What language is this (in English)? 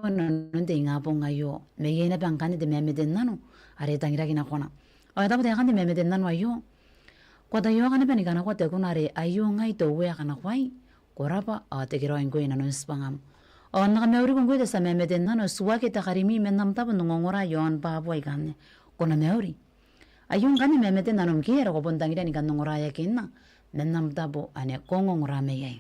Gilbertese